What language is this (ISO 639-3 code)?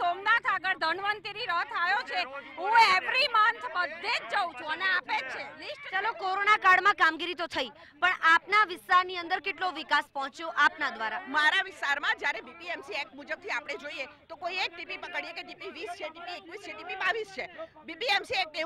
guj